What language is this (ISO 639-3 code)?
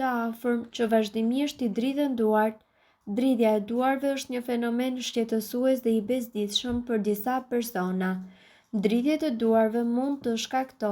sqi